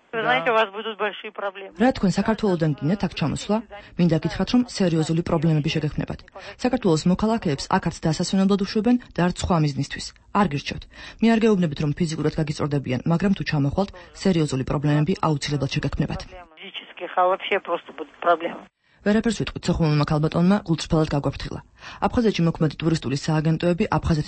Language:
Georgian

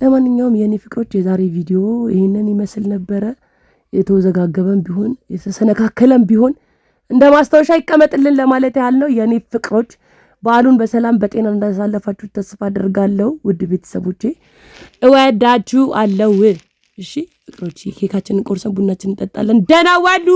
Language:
Amharic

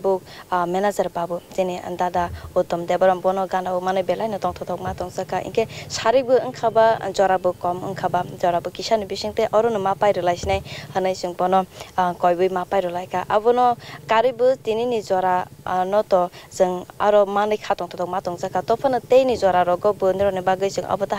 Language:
Kok Borok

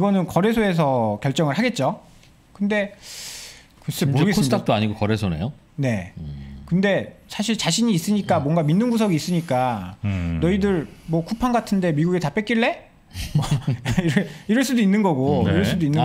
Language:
Korean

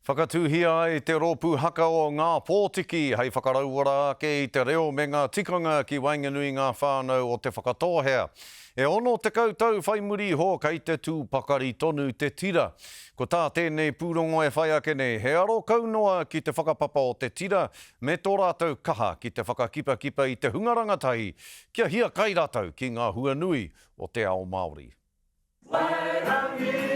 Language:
Māori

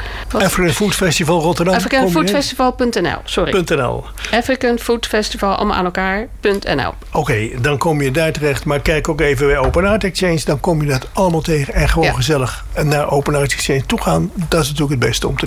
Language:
Dutch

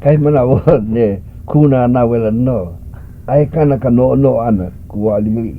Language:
Hawaiian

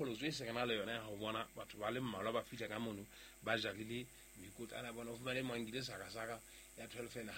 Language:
Southern Sotho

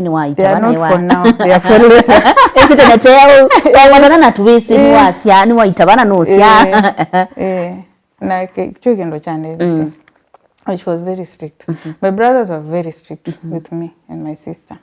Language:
Kamba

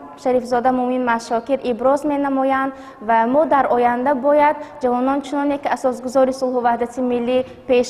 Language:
Tajik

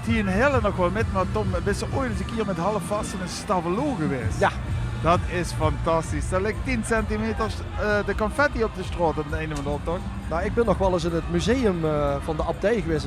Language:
Limburgish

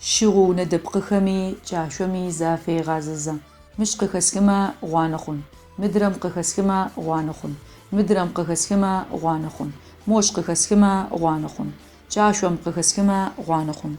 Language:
Adyghe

